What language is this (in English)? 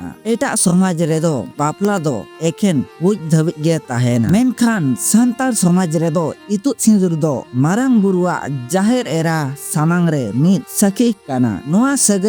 Santali